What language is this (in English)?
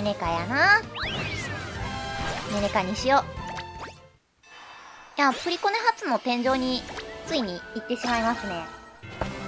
Japanese